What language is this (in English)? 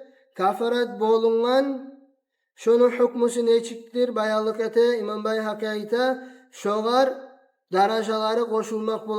Kumyk